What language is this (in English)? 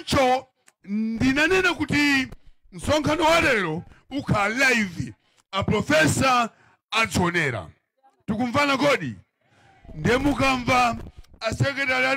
Nyanja